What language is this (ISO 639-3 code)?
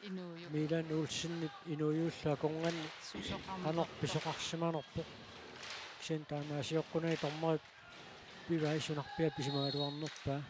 kal